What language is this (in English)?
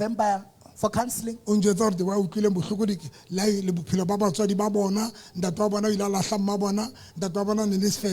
Southern Sotho